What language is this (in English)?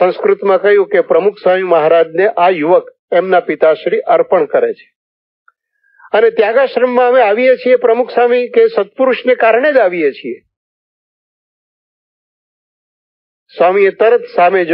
Gujarati